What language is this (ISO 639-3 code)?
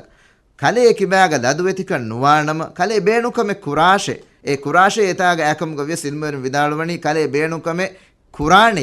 div